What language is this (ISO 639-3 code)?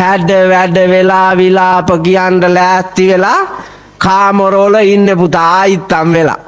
sin